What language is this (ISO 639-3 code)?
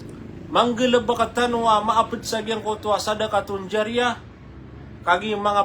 mrw